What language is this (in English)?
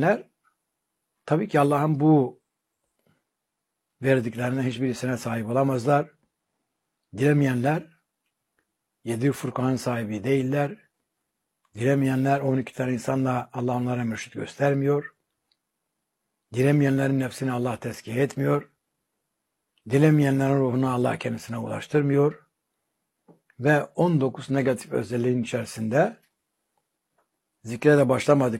Turkish